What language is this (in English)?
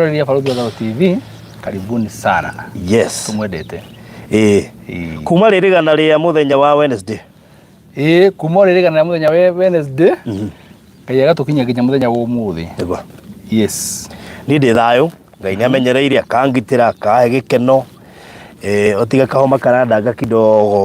Kikuyu